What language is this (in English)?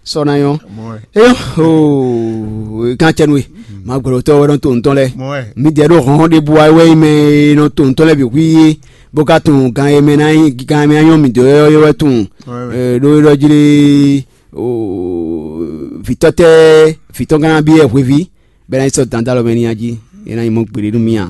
Fon